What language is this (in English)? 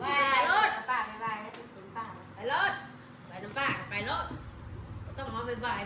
Northeastern Thai